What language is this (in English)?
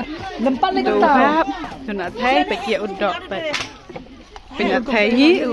Khasi